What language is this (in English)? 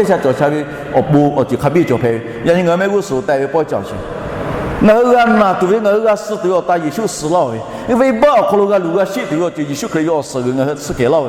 Lahu